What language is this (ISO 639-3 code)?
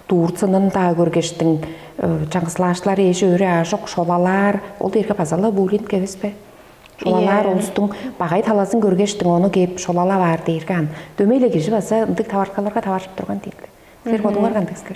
tyv